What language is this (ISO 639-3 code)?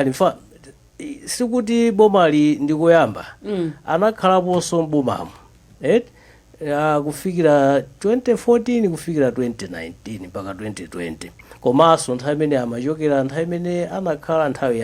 nya